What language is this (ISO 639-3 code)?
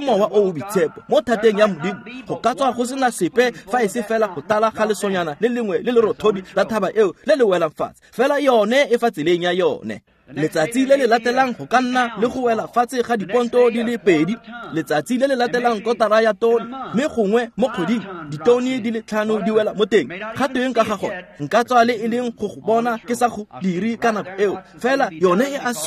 tsn